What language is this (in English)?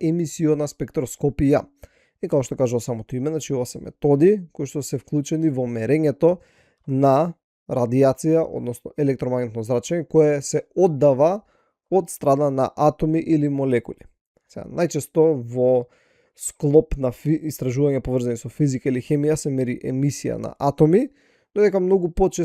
Macedonian